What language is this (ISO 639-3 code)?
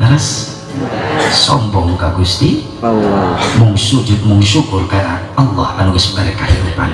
sun